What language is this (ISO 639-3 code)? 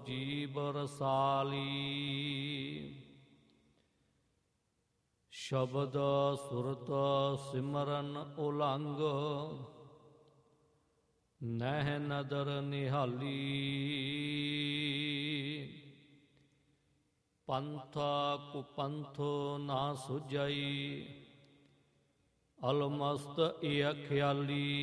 pan